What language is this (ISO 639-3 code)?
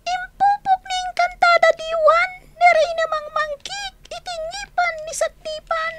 ilo